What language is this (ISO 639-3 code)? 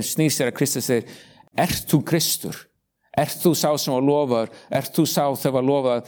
isl